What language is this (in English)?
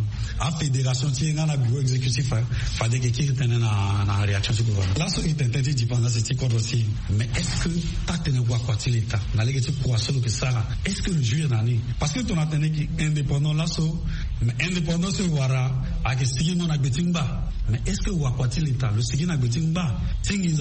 Sango